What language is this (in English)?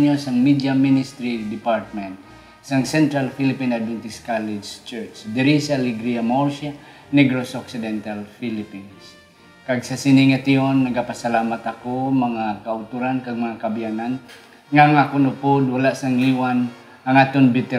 Hiligaynon